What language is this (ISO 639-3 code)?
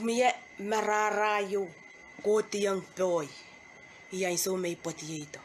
pon